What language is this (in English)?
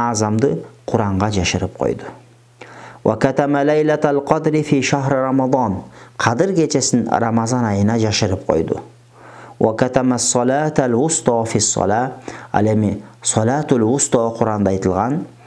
Kyrgyz